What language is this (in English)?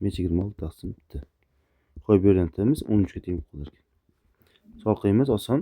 Uzbek